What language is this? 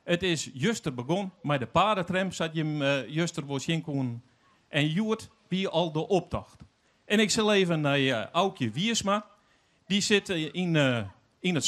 Western Frisian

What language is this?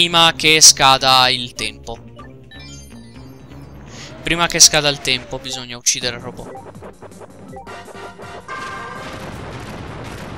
Italian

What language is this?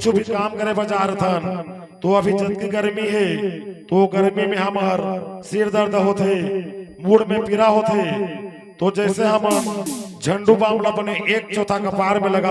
Chhattisgarhi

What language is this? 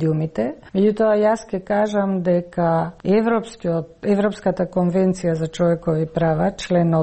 Macedonian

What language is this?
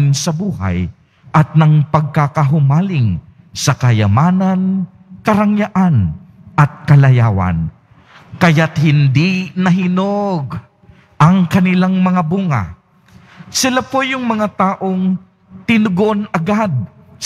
Filipino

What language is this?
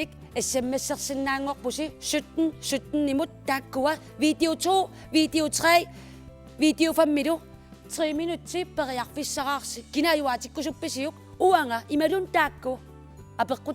Kalaallisut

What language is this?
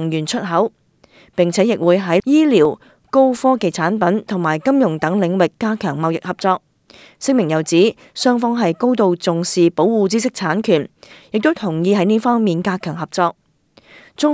Cantonese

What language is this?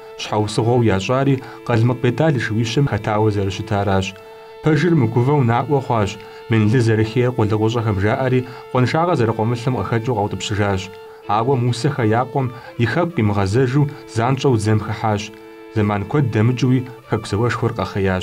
Kabardian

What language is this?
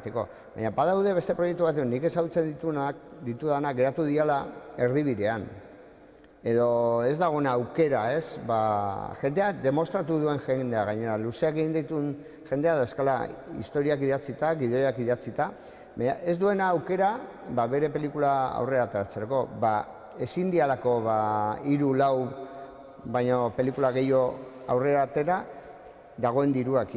Basque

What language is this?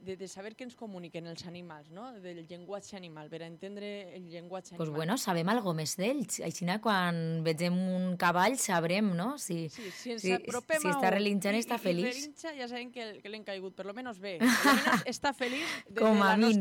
Catalan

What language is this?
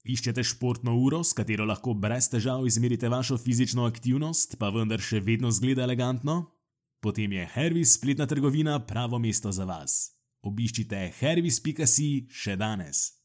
Slovenian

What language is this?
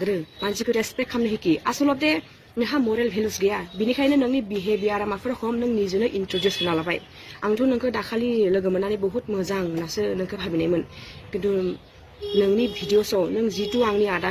Bodo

